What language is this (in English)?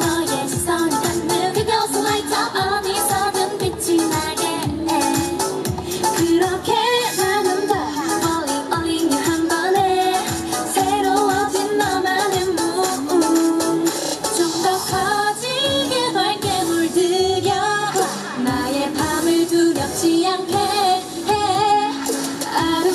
Korean